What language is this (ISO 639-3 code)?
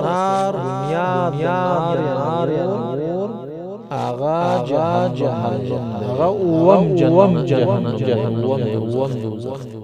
pus